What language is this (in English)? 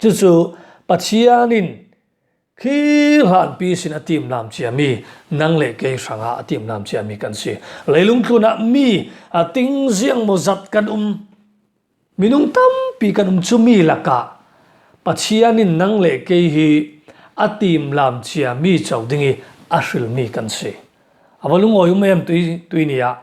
Falam Chin